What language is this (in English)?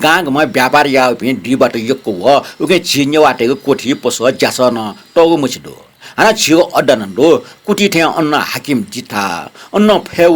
Newari